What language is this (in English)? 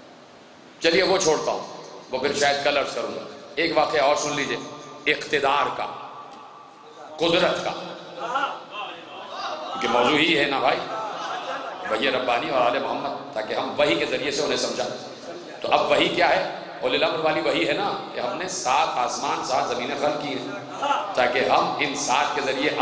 Urdu